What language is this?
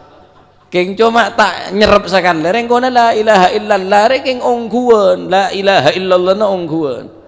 Madurese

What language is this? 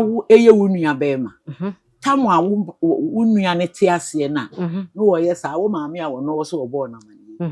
Akan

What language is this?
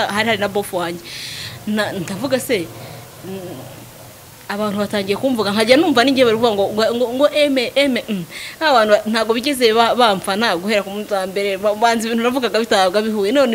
Kinyarwanda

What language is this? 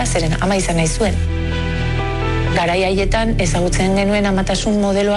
Basque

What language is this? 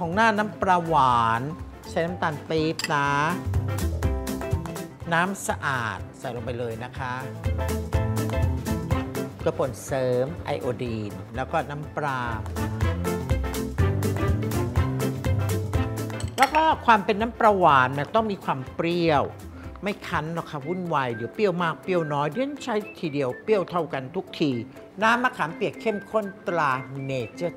Thai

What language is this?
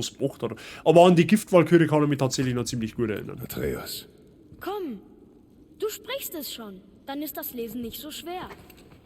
Bavarian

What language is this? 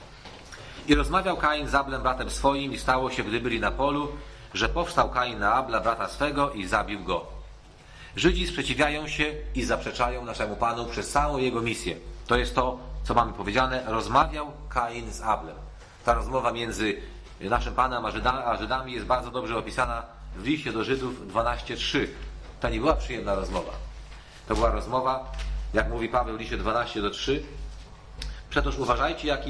Polish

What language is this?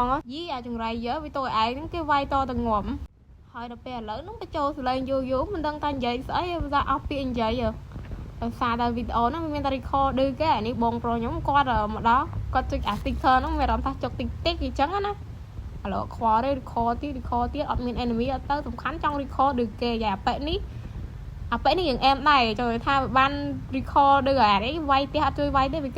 Khmer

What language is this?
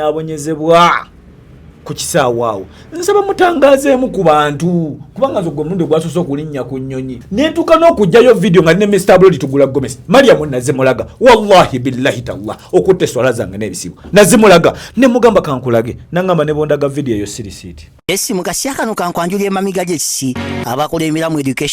Ganda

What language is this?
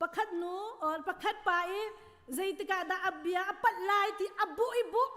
Hakha Chin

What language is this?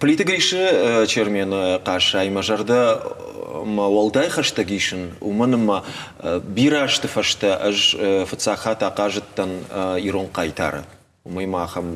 Ossetic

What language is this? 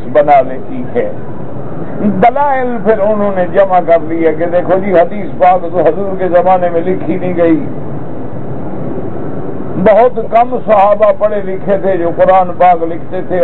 Urdu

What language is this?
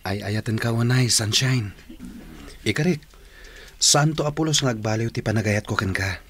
Iloko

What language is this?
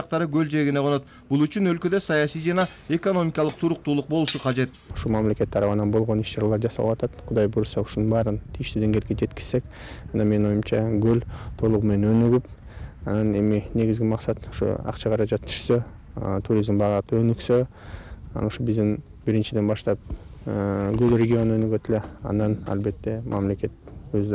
Kyrgyz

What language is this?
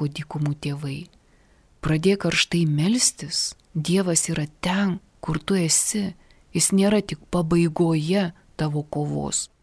Lithuanian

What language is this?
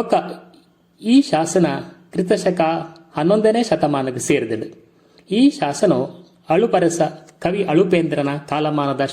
Tulu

